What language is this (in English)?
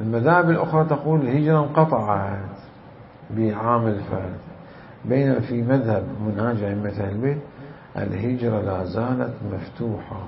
Mesopotamian Arabic